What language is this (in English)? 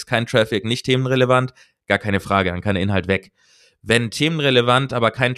German